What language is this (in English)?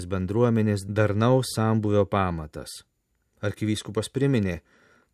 Lithuanian